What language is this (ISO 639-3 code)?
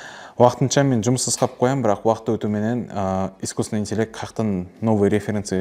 kaa